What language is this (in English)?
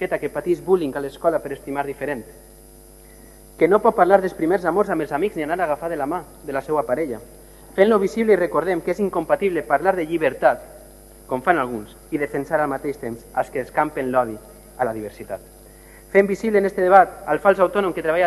Catalan